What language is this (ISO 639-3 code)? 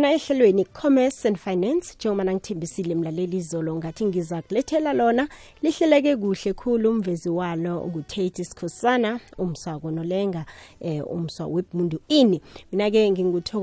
nbl